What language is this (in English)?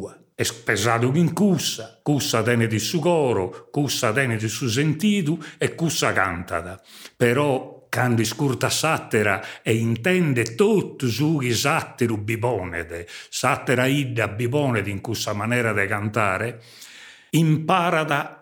Sardinian